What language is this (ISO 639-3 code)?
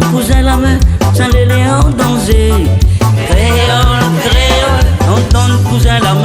rcf